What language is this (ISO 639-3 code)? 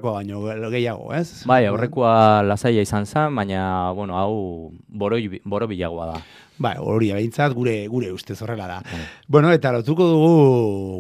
eus